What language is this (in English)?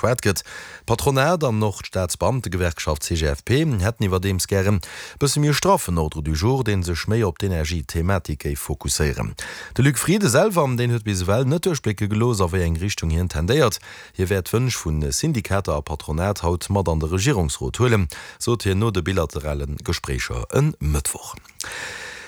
Luxembourgish